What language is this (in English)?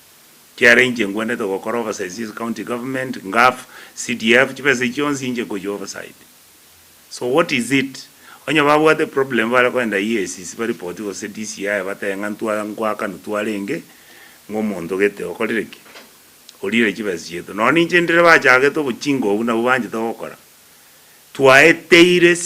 Gusii